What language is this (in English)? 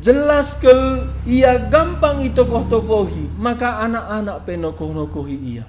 Batak Karo